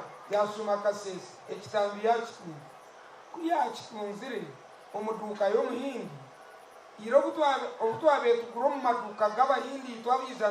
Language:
Nyankole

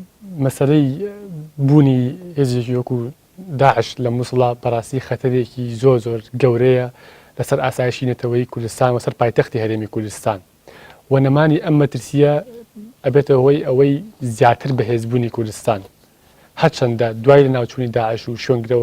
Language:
Central Kurdish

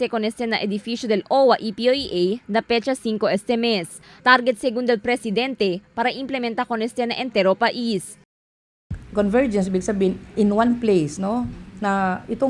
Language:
Chavacano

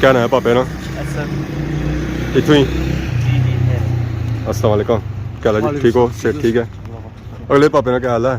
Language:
Pahari-Potwari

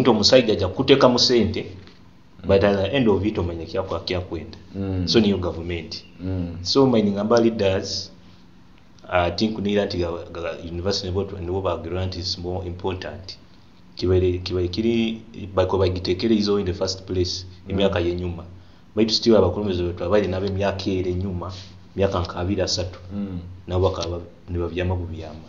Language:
Nyoro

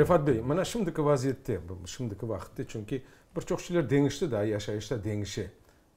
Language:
Crimean Tatar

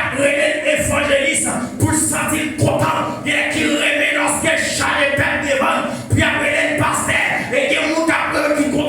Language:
Haitian Creole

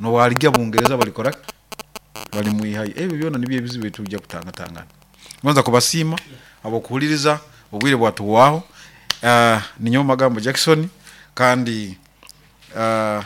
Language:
Nyoro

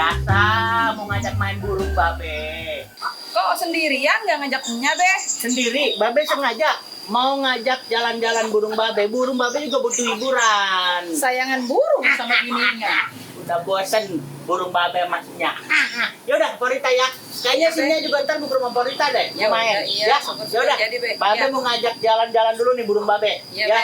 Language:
Betawi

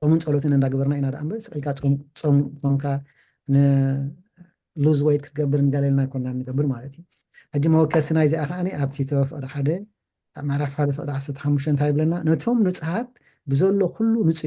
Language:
Tigrinya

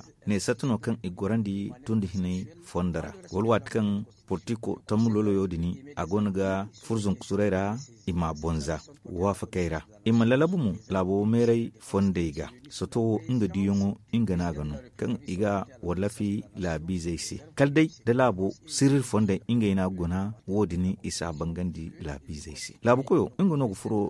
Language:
Zarma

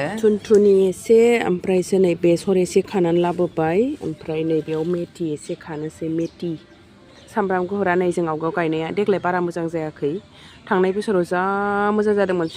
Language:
Bodo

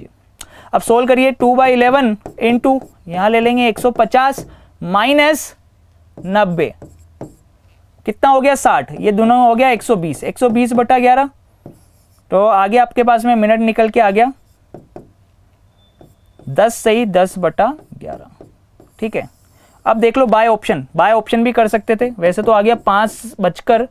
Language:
Hindi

